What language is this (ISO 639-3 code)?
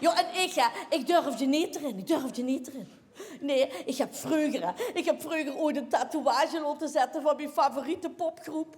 lim